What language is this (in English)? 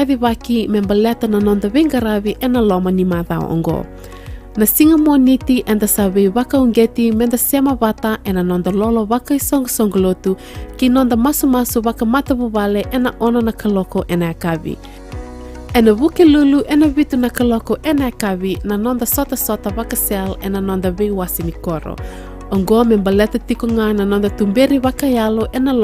Fijian